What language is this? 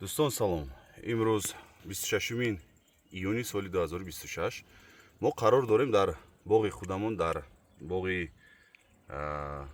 Tajik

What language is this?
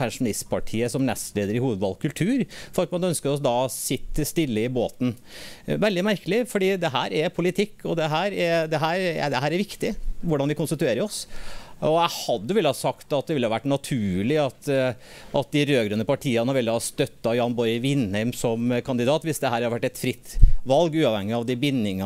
Norwegian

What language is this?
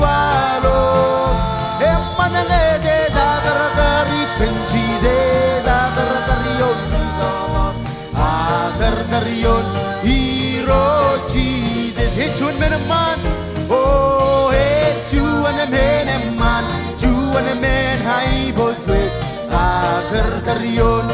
Marshallese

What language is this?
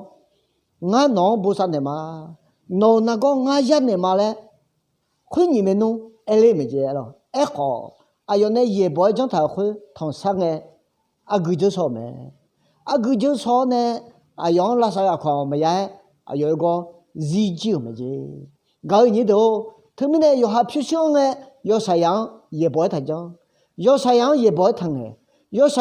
Akha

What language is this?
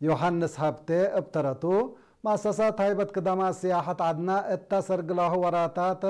Tigre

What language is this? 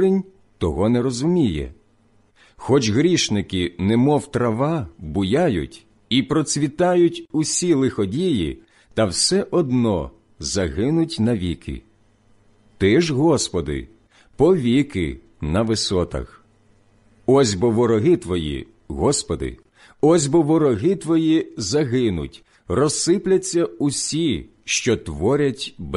Ukrainian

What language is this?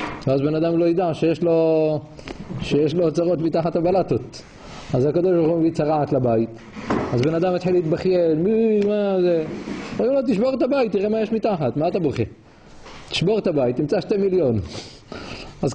Hebrew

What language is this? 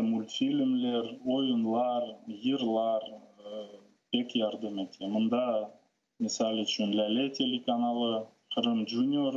Crimean Tatar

